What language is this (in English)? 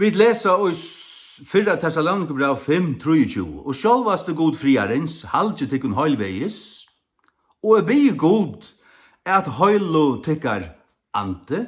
Faroese